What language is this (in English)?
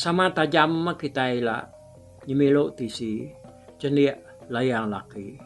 Iban